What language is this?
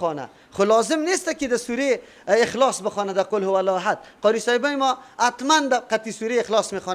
Persian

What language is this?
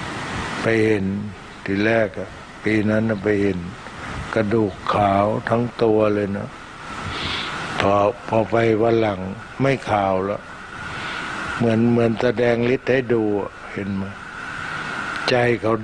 Thai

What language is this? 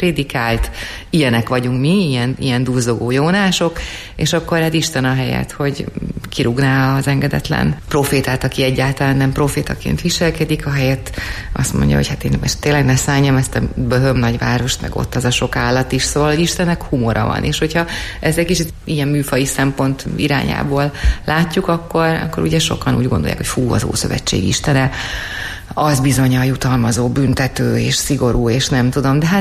Hungarian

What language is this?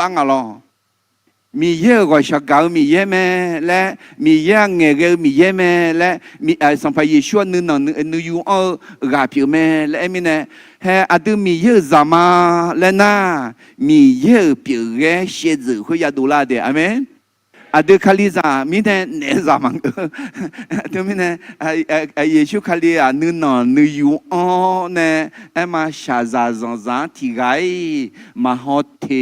Akha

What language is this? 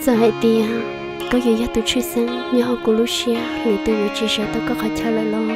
Hmong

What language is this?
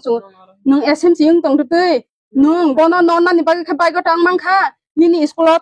Kok Borok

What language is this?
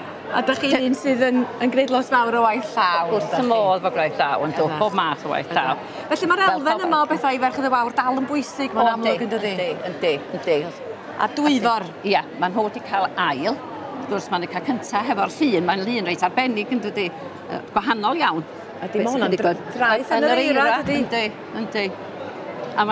Welsh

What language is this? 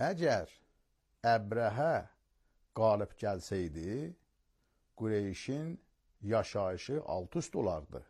Azerbaijani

